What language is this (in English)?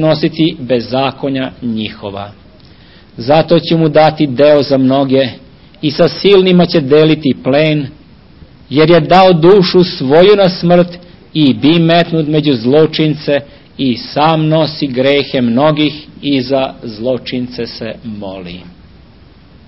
Serbian